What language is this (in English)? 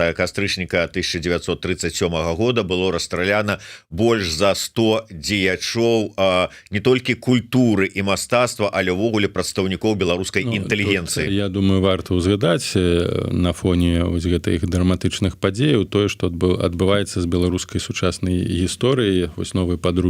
Belarusian